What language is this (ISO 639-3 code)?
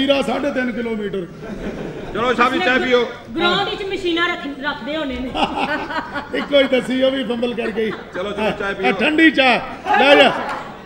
pan